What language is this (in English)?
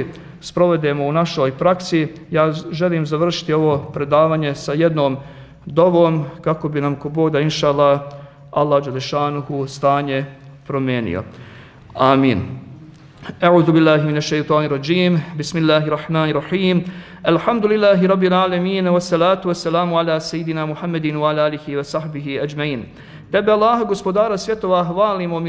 Bosnian